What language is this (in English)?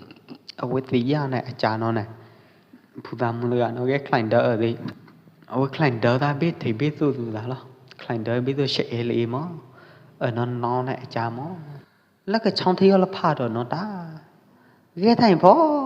Pwo Eastern Karen